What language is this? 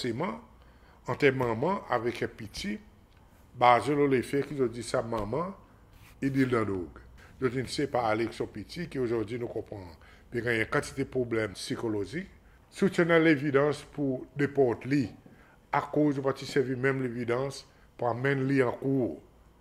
Seselwa Creole French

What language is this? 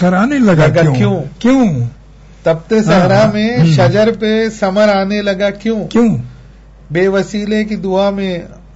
Urdu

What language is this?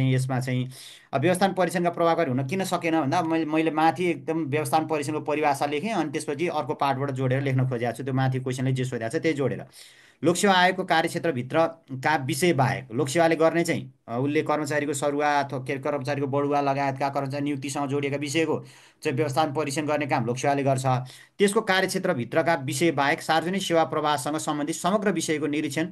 Nepali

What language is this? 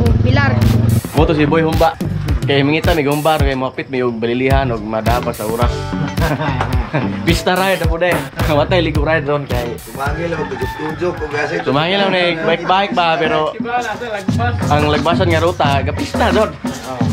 Cebuano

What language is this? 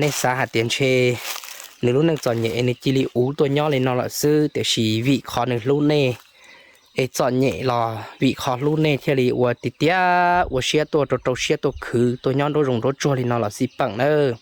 Hmong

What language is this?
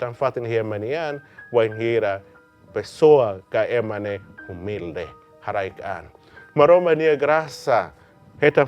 Tetum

